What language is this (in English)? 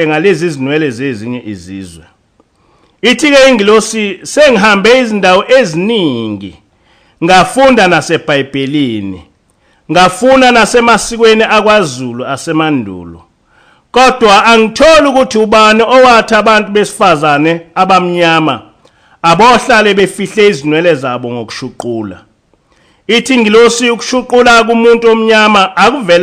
Zulu